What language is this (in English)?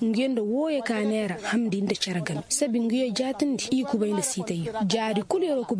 Koyraboro Senni